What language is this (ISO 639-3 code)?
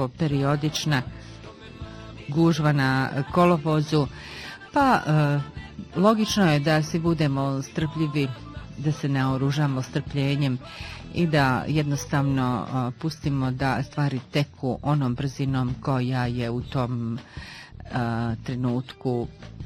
bos